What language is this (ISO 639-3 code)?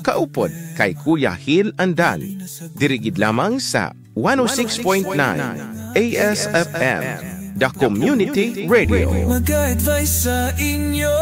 hil